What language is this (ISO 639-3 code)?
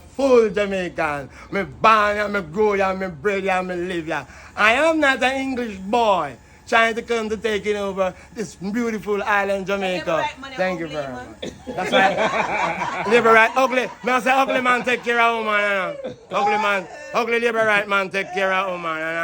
jam